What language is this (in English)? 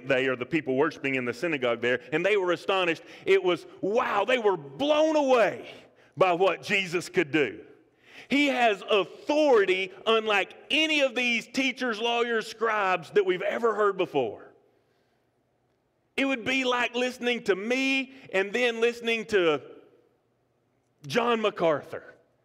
English